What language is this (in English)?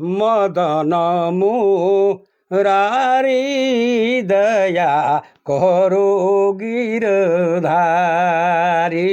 Sadri